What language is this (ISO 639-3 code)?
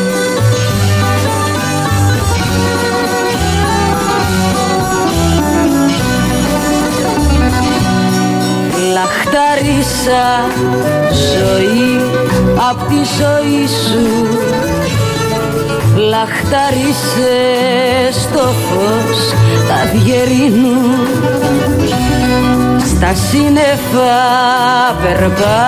ell